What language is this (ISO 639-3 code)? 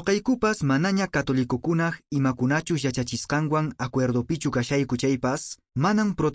que